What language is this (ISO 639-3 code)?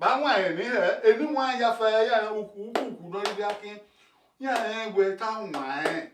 bin